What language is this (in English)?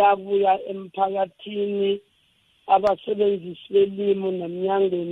South Ndebele